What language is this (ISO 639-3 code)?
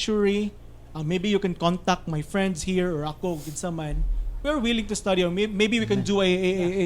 ceb